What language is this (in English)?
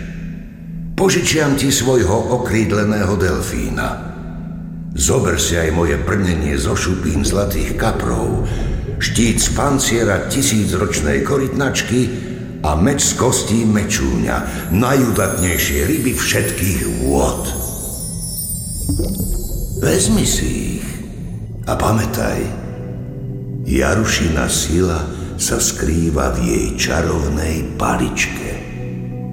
Slovak